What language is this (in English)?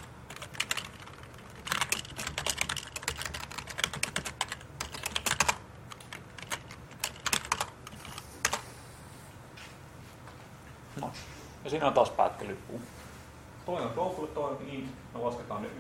Finnish